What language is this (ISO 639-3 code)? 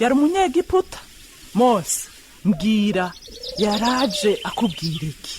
run